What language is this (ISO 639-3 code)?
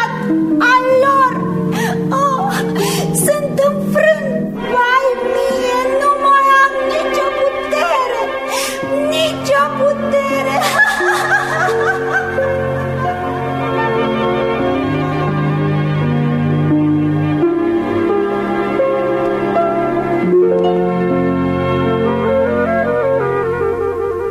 ron